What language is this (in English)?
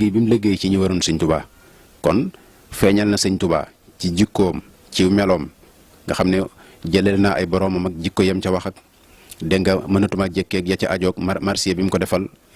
Wolof